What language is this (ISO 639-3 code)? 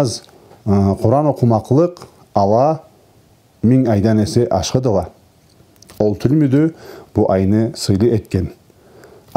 krc